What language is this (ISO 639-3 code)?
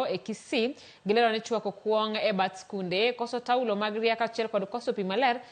luo